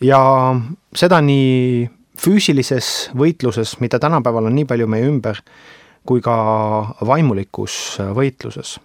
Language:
Estonian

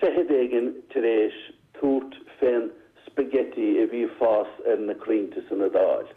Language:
Irish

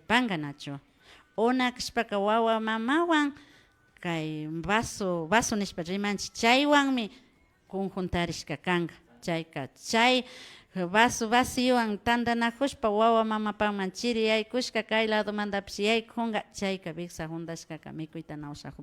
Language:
Imbabura Highland Quichua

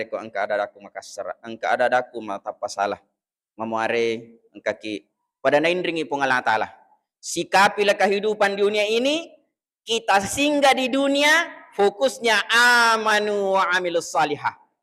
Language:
Buginese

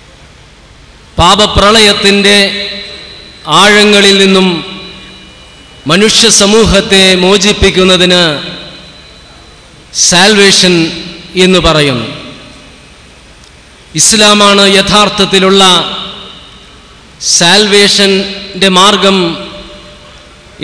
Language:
Malayalam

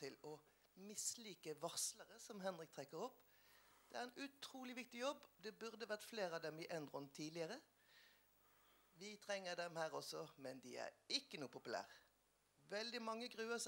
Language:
Norwegian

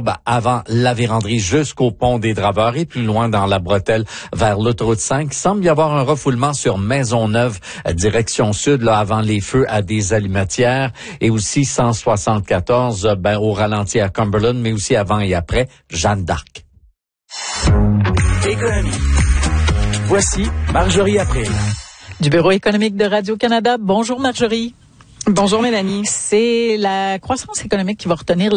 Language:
French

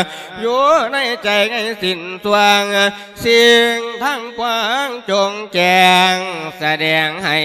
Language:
Lao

